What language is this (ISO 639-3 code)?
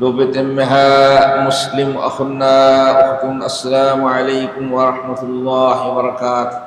div